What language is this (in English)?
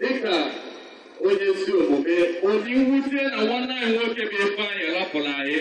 Igbo